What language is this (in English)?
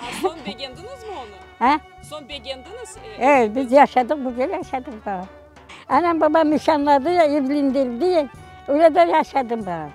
Crimean Tatar